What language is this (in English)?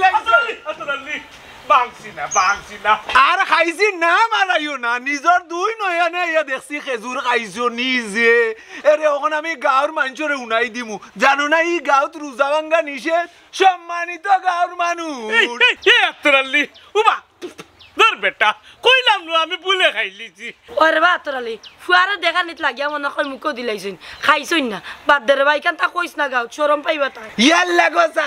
Sylheti